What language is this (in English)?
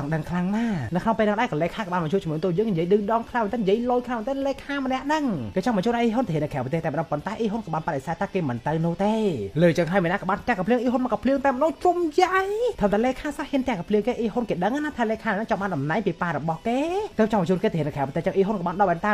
Khmer